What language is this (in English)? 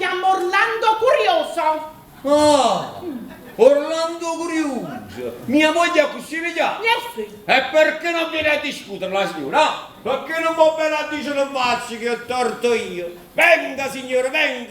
Neapolitan